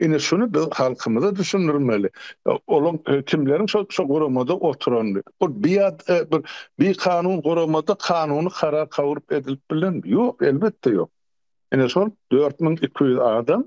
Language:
Turkmen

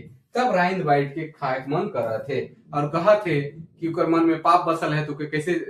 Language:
Sadri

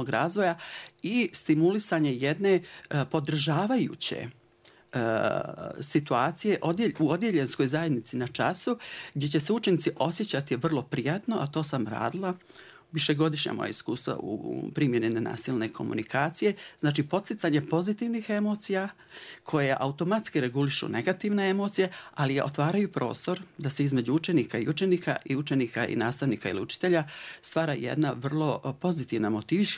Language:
Bosnian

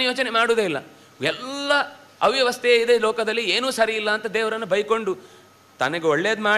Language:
Kannada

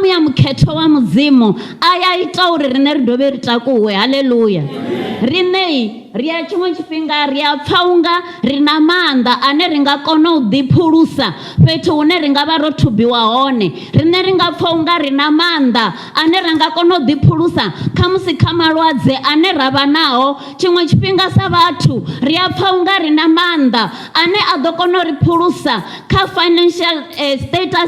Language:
Venda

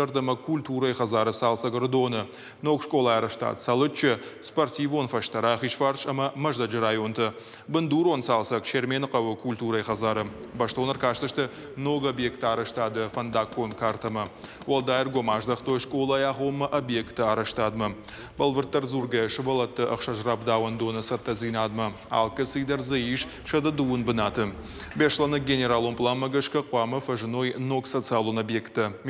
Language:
Ossetic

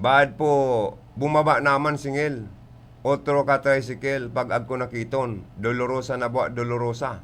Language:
Bikol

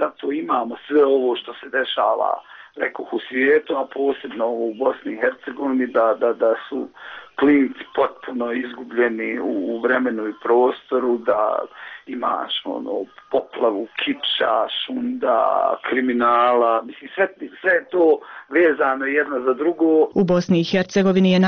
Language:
Bosnian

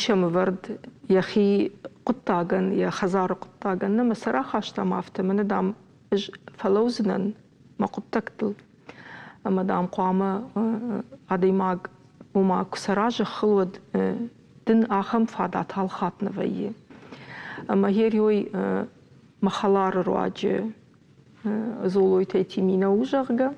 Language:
Ossetic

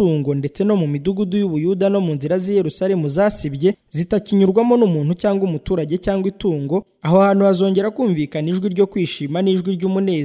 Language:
Kinyarwanda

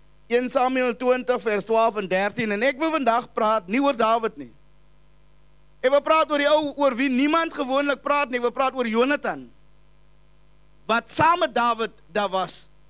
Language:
Afrikaans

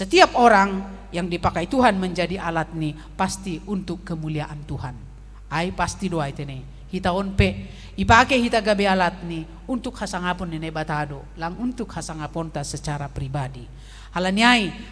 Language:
Batak Simalungun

